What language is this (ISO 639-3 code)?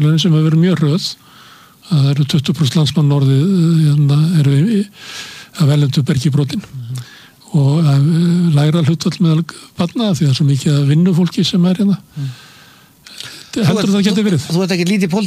isl